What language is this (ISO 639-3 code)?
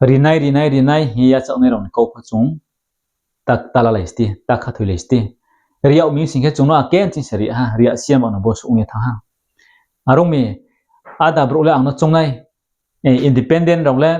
ria